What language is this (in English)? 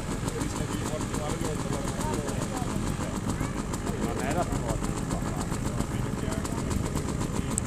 Italian